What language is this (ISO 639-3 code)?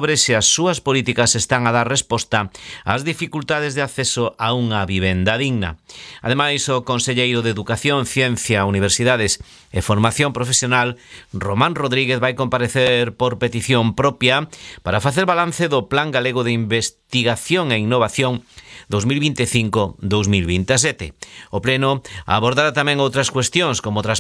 glg